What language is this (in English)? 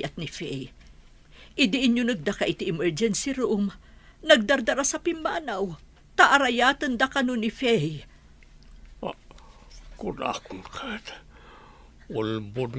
Iloko